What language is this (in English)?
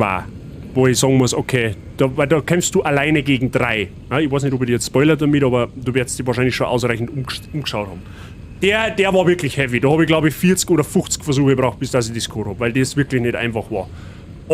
Bavarian